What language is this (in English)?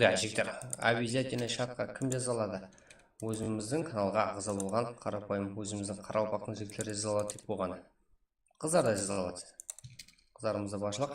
Kara-Kalpak